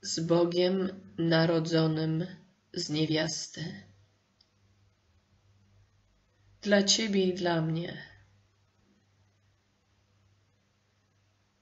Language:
Polish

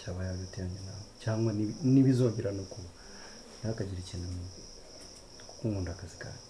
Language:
Kinyarwanda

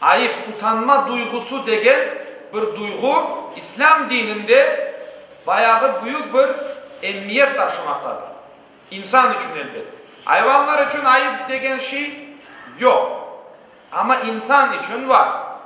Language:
Crimean Tatar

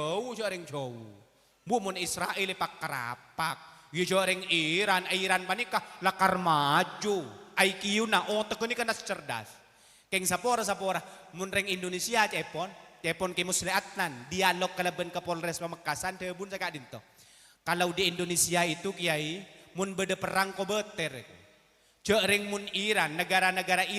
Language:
Madurese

